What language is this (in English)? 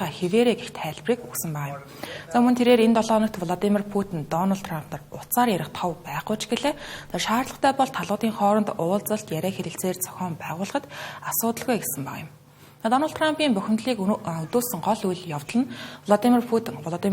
Mongolian